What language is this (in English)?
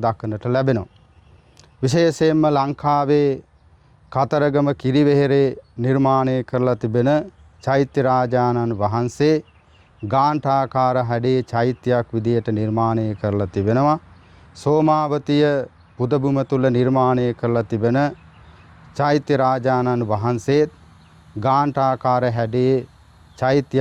Sinhala